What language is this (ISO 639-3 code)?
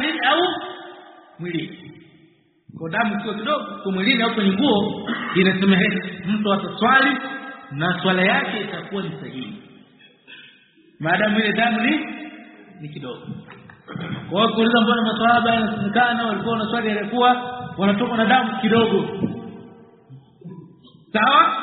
swa